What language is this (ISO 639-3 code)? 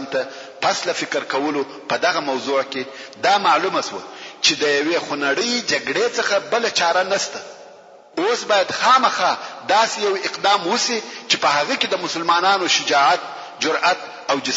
pus